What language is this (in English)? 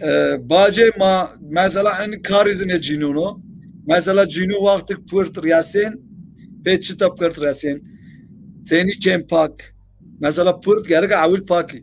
Zaza